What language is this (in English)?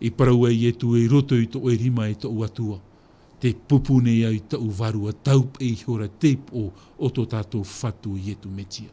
Tahitian